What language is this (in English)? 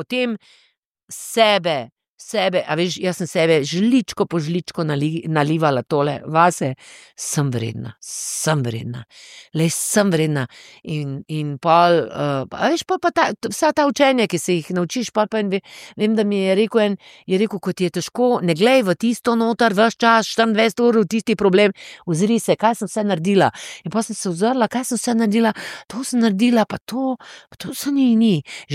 Slovenian